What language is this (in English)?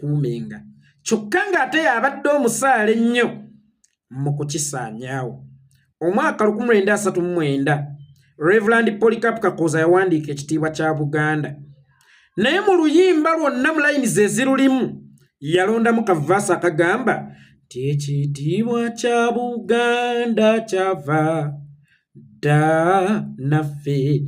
Ganda